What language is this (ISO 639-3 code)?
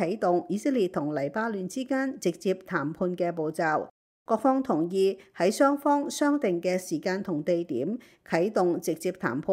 yue